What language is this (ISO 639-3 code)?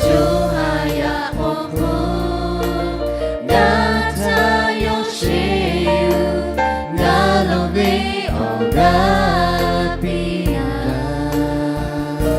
lhu